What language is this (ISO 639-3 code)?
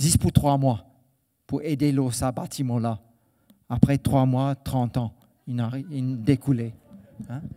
mfe